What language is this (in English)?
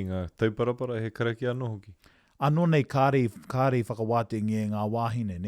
Māori